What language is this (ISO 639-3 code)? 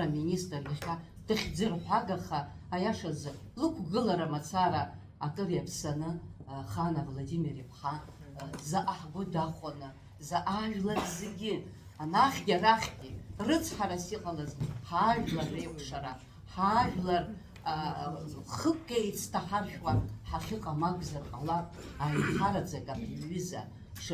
abk